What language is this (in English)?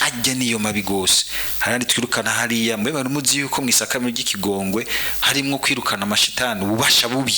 Rundi